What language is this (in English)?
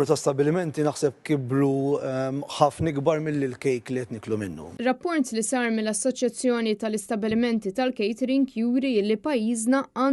Maltese